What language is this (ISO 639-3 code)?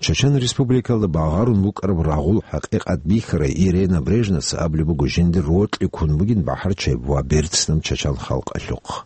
ava